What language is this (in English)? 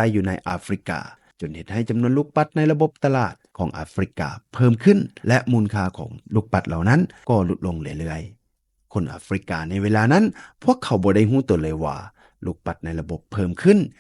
Lao